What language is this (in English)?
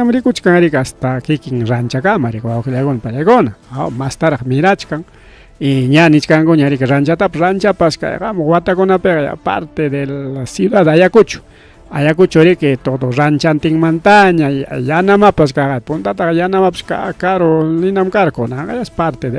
Ayacucho Quechua